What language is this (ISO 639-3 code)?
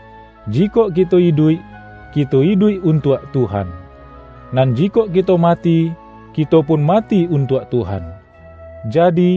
min